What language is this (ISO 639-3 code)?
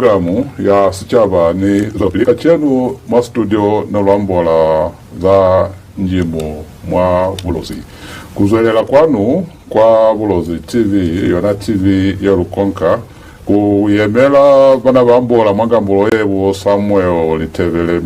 loz